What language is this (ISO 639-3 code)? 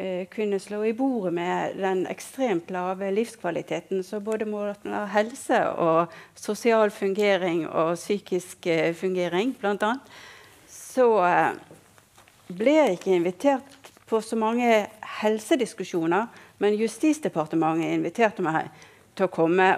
nor